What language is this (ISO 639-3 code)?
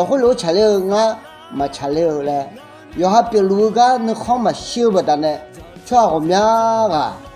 ahk